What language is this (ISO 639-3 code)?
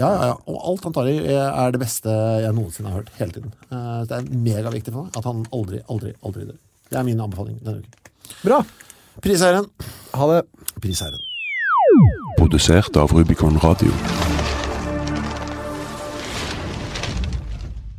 nor